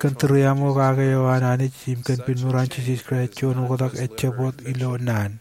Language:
Marshallese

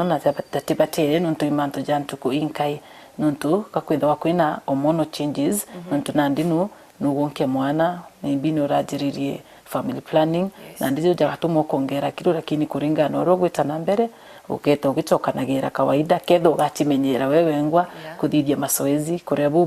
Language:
Meru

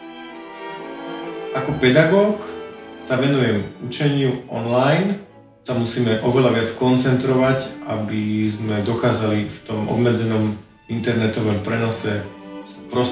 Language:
Slovak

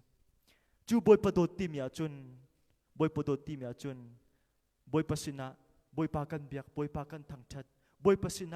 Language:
Hakha Chin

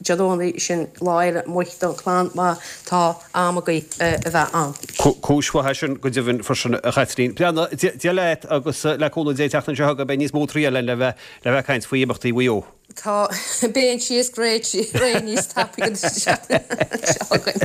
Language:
Irish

